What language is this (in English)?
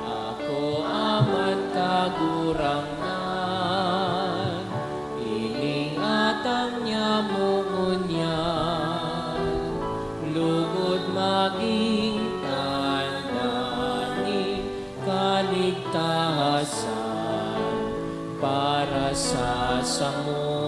Bikol